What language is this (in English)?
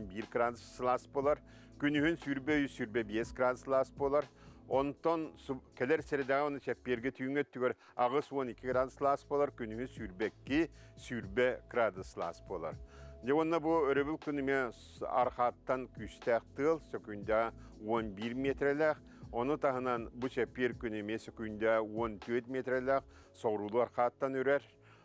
Yakut